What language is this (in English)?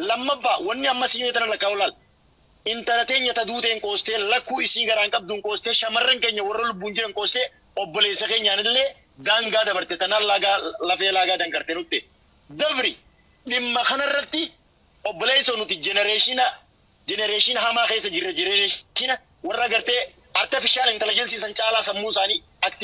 Oromo